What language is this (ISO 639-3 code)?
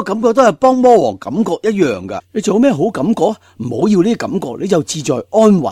yue